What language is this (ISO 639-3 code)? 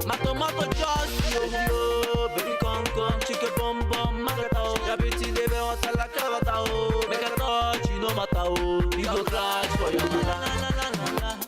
pcm